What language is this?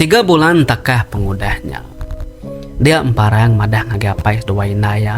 Iban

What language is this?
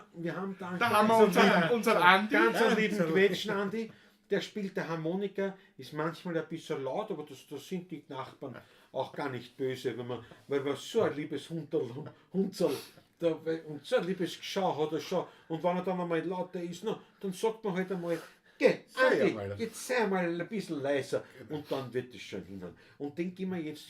Bavarian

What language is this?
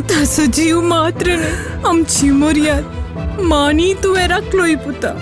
Konkani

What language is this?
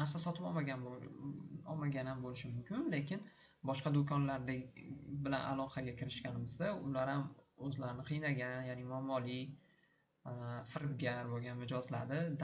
Uzbek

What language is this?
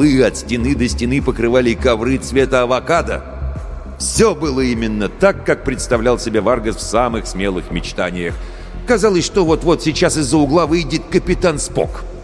Russian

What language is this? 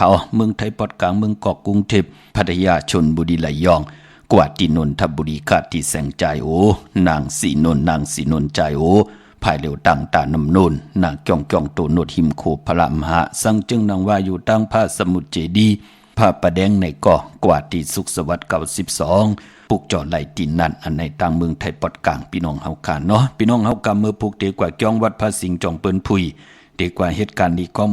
Shan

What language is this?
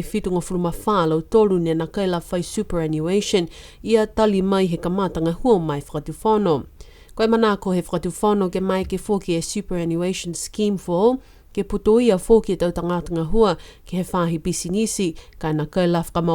Niuean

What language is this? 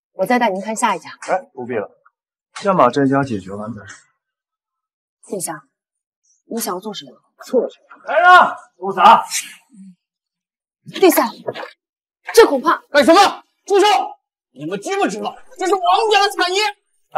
Chinese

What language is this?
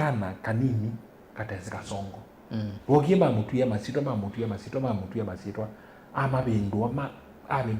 Kamba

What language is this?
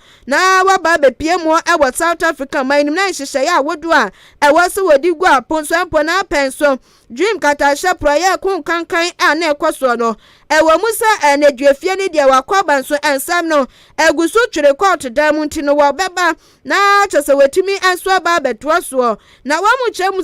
Akan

